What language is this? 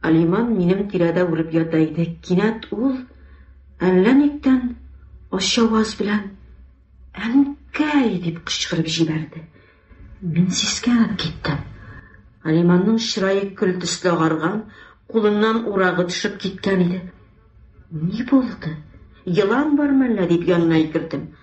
Tatar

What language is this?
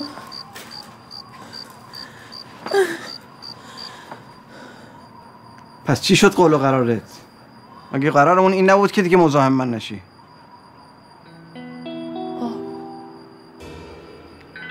Persian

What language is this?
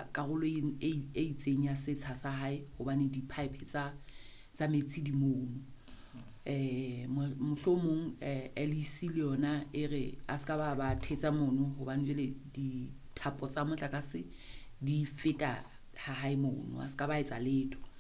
Southern Sotho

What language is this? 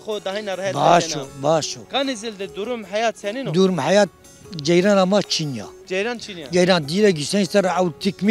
Zaza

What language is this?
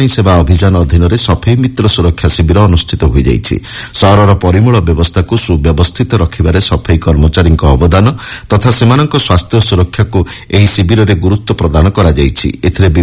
Odia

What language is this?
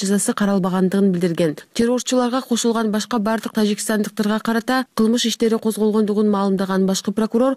Kyrgyz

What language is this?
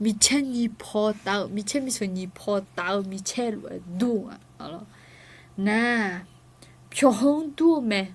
Akha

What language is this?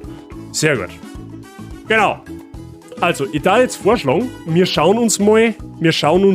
Bavarian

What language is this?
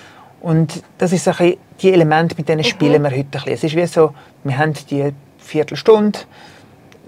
Swiss German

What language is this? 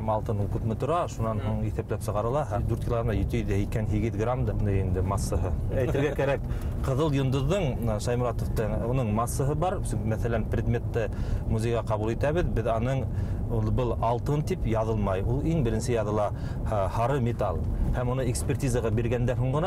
Bashkir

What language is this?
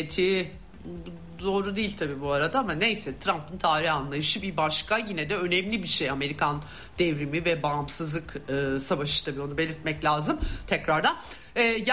Turkish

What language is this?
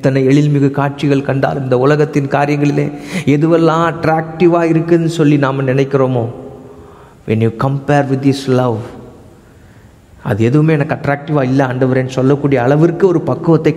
Tamil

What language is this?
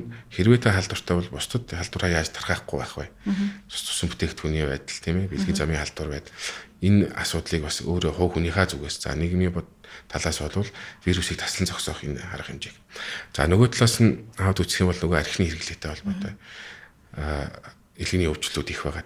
Mongolian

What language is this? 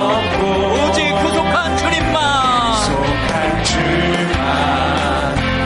Korean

